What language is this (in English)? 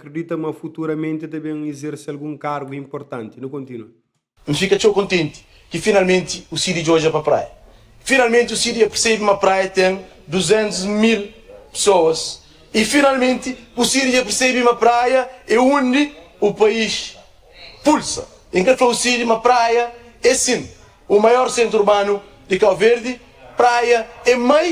Kabuverdianu